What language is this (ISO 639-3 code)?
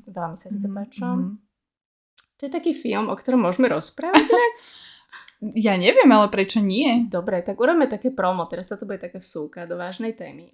slk